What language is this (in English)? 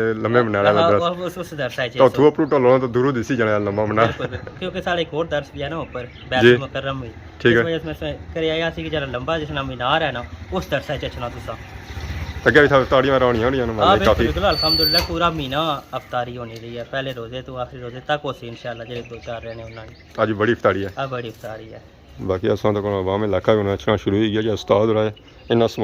Pahari-Potwari